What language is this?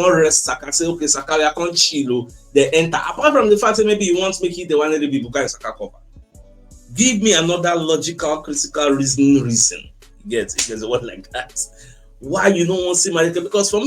Nigerian Pidgin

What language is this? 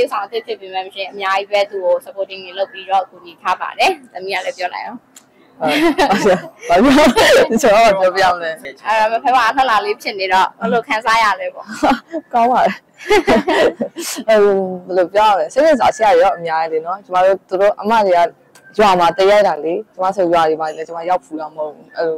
Burmese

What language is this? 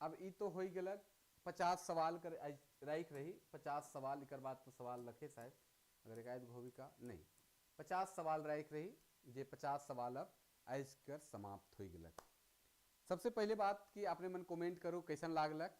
Sadri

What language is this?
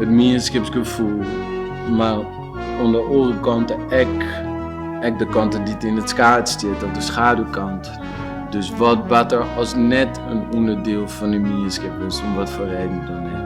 Western Frisian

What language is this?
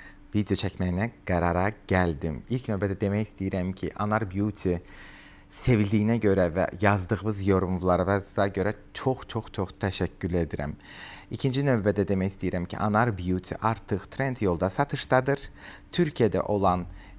Azerbaijani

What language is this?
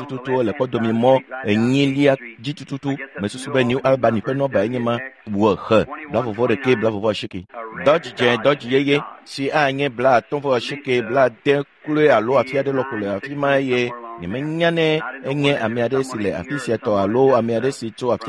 Ewe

